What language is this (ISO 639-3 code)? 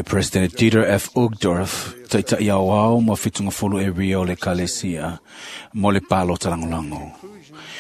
smo